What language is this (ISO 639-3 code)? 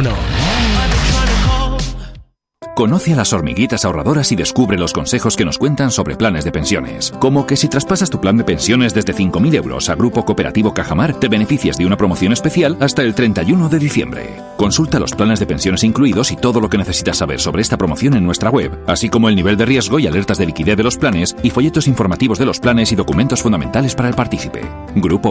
spa